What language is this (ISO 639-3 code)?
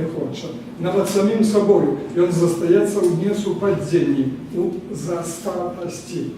bel